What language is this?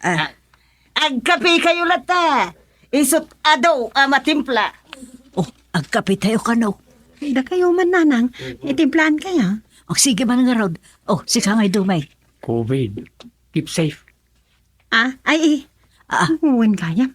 Iloko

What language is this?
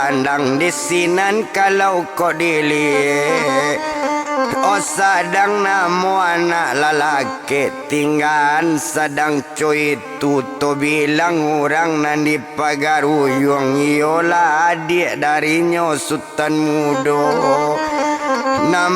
Minangkabau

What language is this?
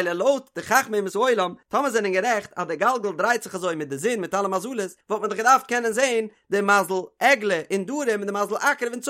Yiddish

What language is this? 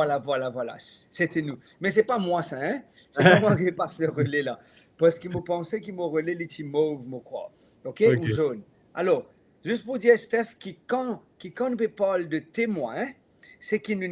Morisyen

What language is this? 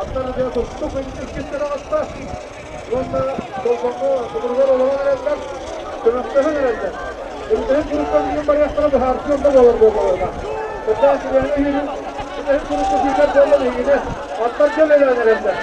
Yakut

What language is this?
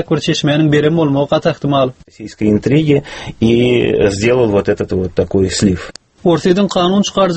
Turkmen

